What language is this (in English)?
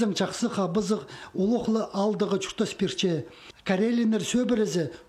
Khakas